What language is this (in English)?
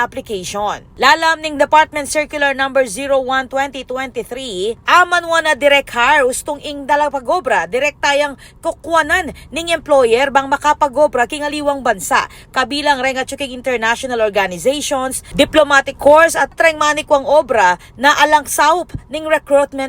Pampanga